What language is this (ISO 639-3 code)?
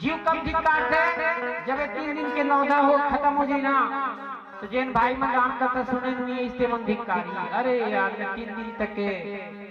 hne